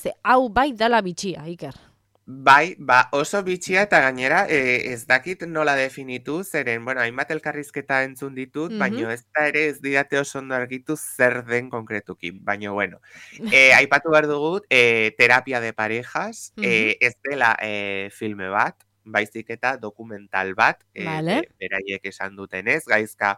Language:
Basque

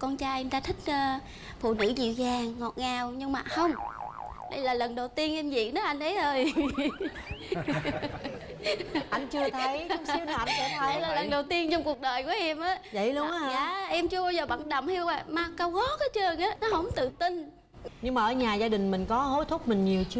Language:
Vietnamese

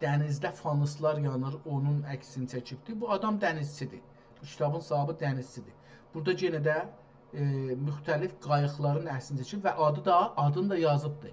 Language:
South Azerbaijani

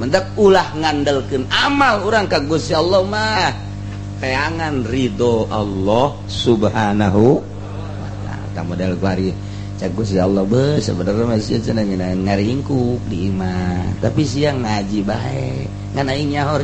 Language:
Sundanese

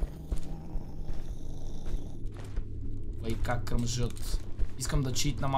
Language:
Bulgarian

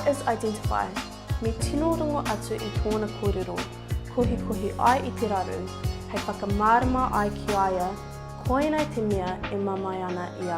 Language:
Māori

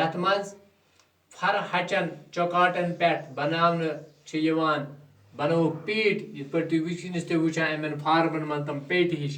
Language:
Kashmiri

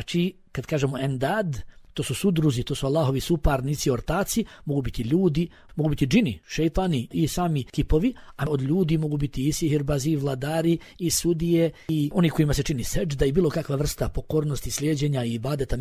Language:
Bosnian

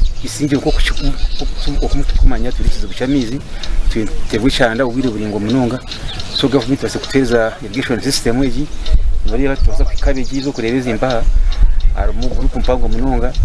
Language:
Nyankole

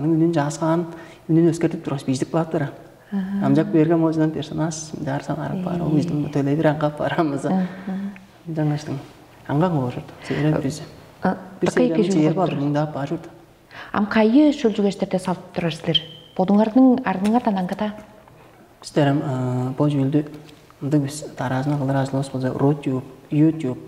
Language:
Tuvinian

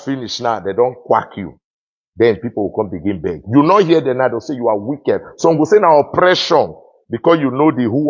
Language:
Nigerian Pidgin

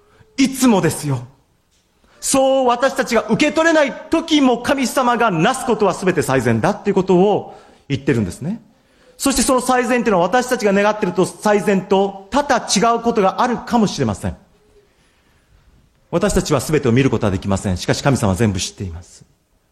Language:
Japanese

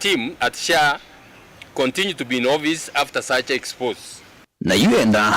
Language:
Kamba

